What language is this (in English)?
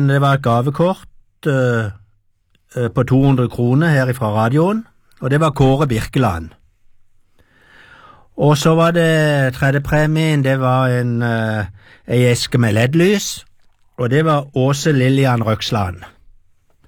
Norwegian